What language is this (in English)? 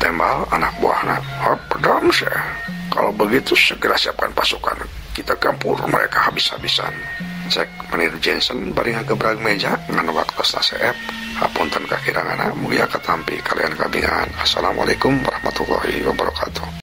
Sundanese